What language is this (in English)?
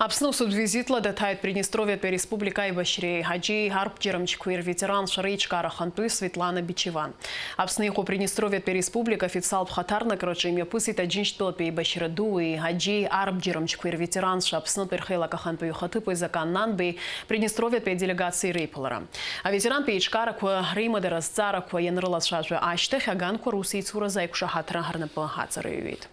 Abkhazian